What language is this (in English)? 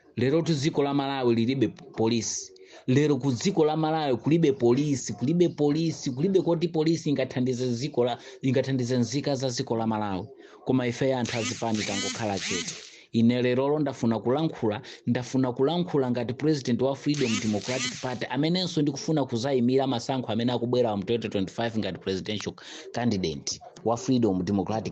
Nyanja